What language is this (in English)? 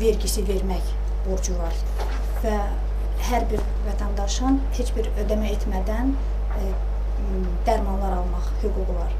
Azerbaijani